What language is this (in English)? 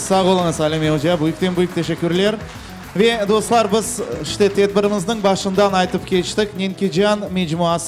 Crimean Tatar